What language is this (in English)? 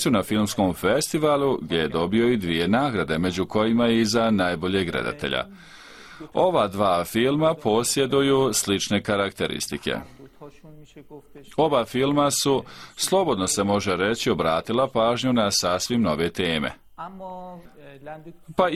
Bosnian